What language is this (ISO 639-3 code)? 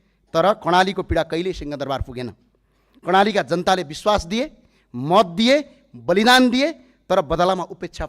nep